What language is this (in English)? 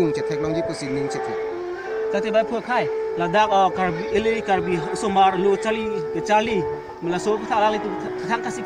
Karbi